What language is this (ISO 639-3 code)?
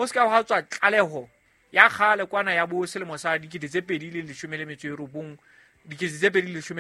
sot